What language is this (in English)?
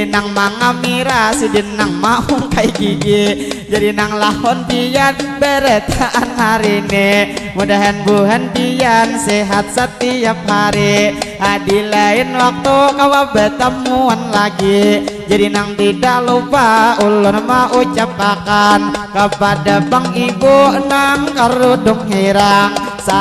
Banjar